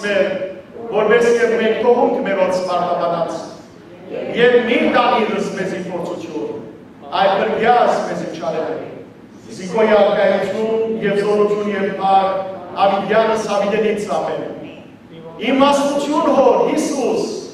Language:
Western Armenian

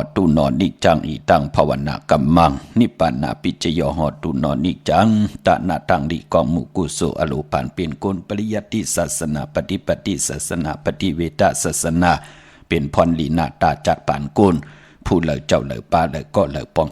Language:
Shan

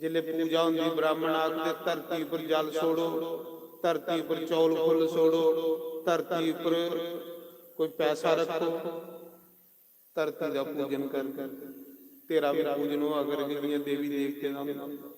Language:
Dogri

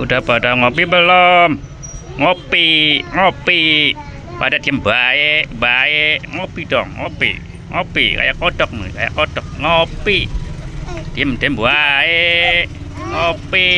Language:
Betawi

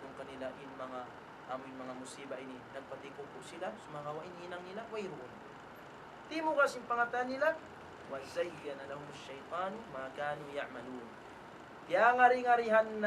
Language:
Tausug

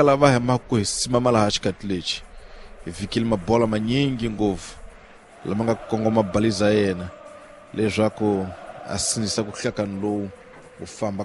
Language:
Tsonga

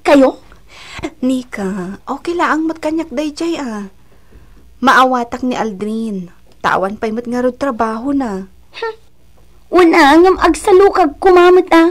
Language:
Iloko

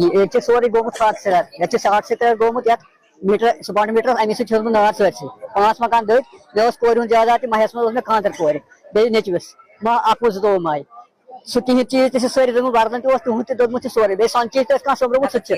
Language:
Kashmiri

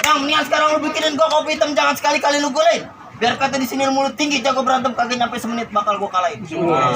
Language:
Betawi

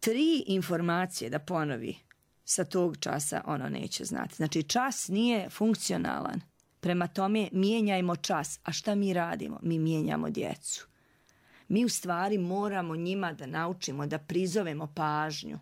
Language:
Serbian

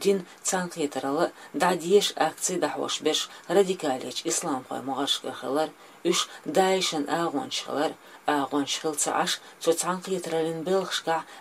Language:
Chechen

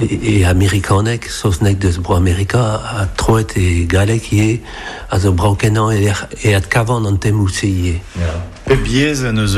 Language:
Breton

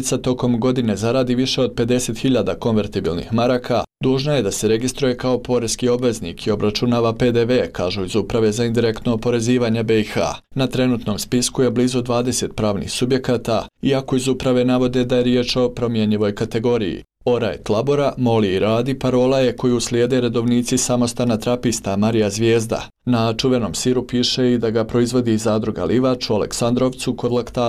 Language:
Bosnian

